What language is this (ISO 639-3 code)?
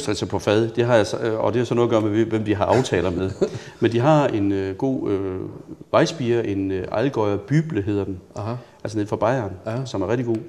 dan